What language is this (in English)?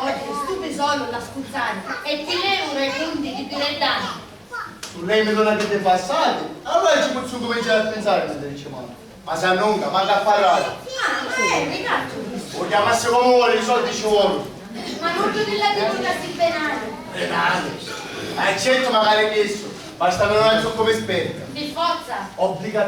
Sicilian